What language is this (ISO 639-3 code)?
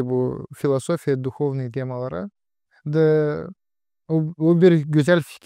gag